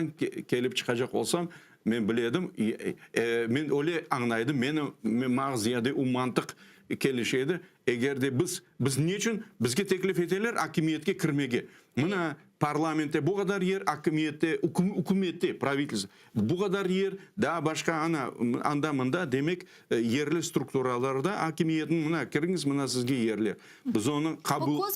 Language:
Crimean Tatar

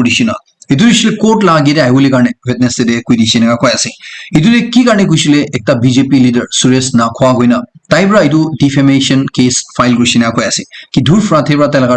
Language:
Naga Pidgin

